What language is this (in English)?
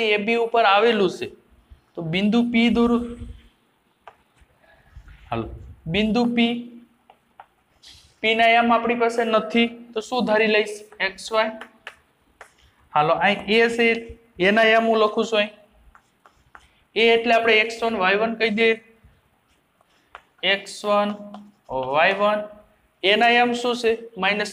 Gujarati